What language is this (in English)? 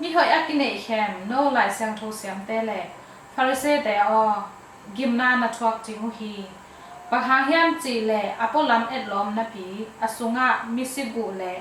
Tedim Chin